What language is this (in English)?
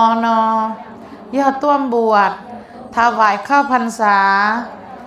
Hmong